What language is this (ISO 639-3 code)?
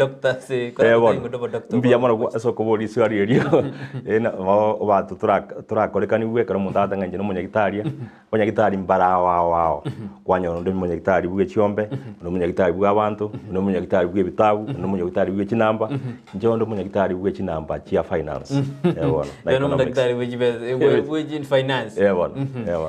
guz